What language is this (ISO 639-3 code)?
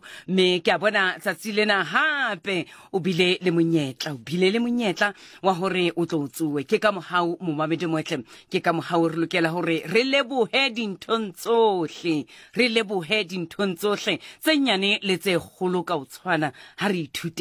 sot